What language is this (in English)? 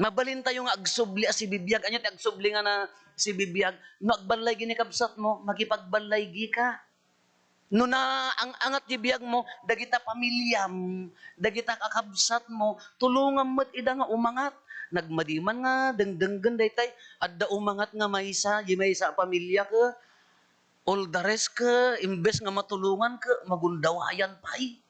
Iloko